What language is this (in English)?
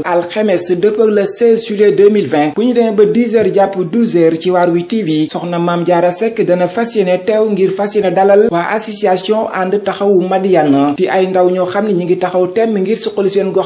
Wolof